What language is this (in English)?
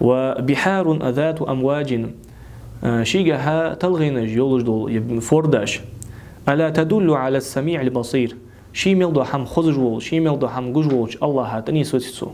Ingush